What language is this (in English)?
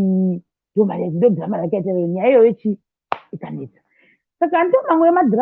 Shona